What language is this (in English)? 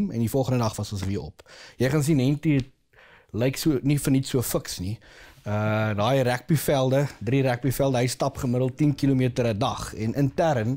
Afrikaans